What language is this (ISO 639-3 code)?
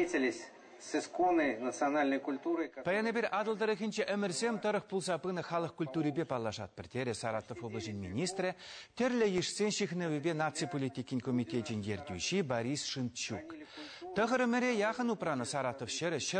chv